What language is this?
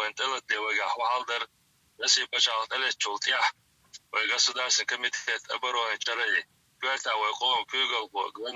Chechen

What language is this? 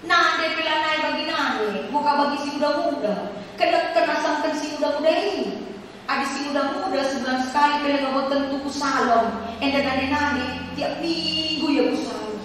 Batak Karo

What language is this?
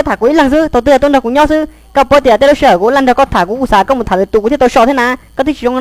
Hmong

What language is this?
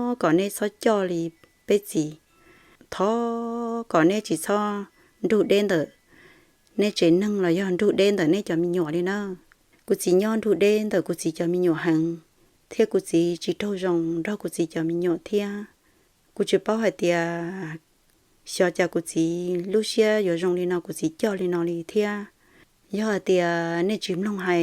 Hmong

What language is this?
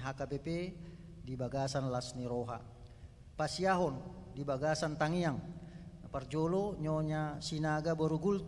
Batak Toba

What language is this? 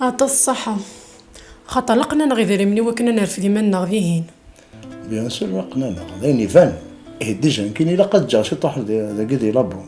Kabyle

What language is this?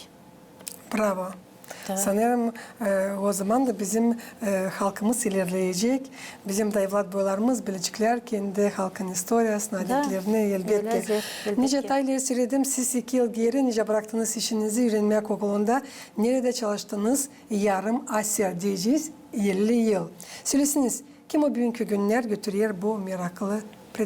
Gagauz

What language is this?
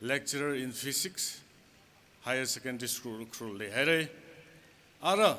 Tangkhul Naga (India)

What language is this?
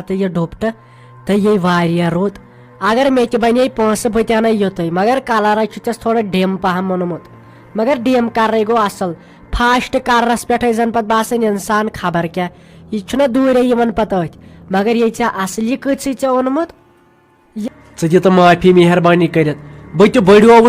Kashmiri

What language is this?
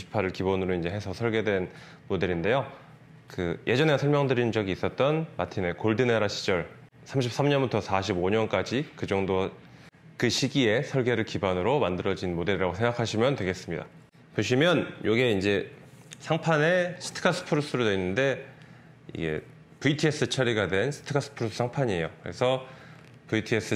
Korean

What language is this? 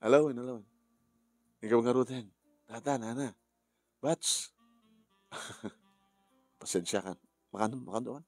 Iloko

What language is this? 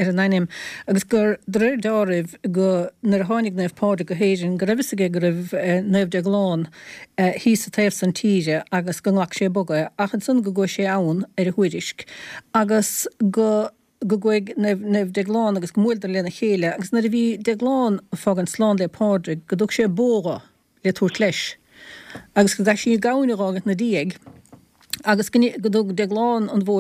Irish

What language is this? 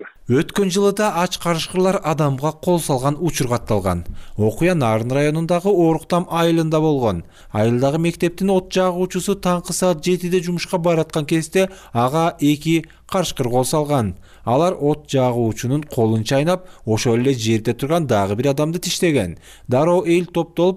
Kyrgyz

